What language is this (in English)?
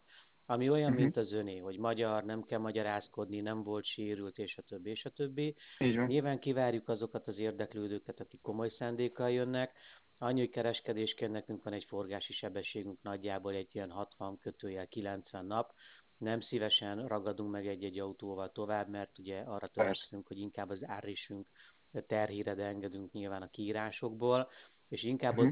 Hungarian